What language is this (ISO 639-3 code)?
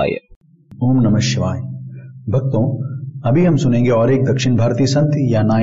hin